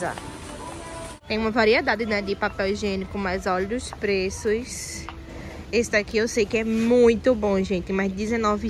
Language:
Portuguese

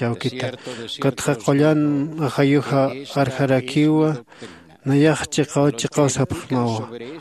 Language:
Aymara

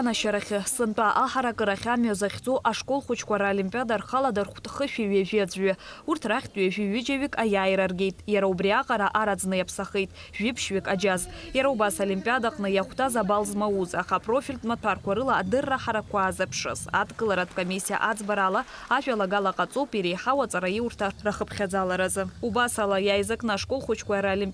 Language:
Abkhazian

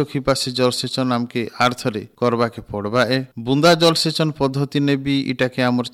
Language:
Odia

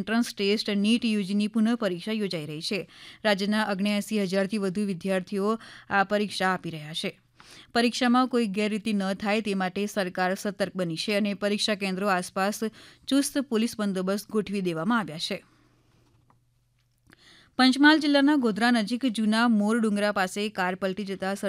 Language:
Gujarati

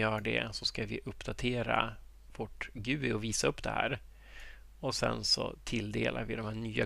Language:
Swedish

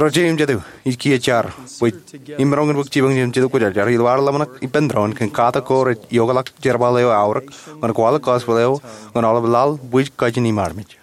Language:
Marshallese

